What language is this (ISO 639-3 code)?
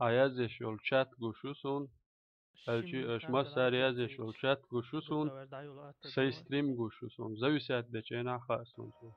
che